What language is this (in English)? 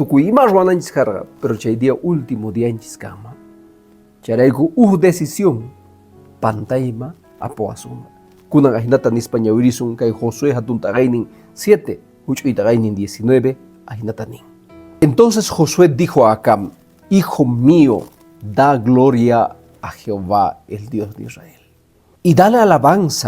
Quechua